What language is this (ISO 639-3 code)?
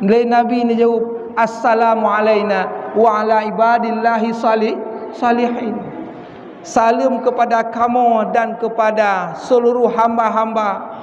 ace